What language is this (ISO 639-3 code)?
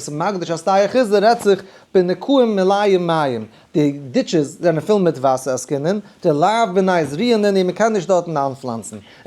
yid